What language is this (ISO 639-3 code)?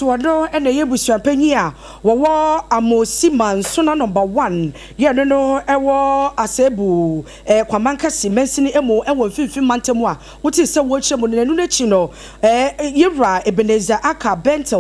aka